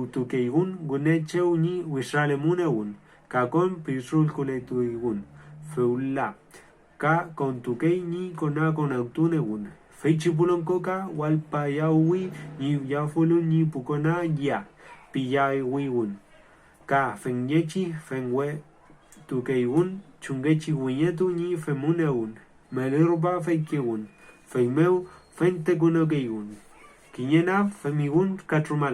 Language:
Mapuche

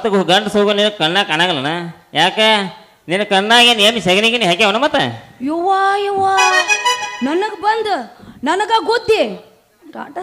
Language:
Kannada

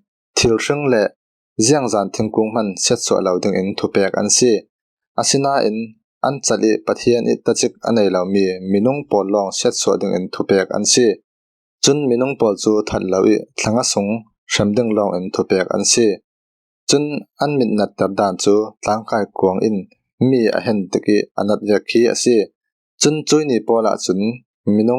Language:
Falam Chin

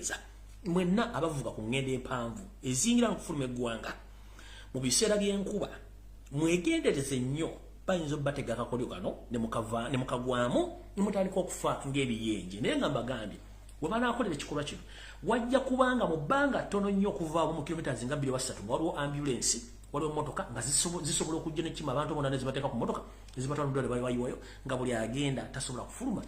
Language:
Ganda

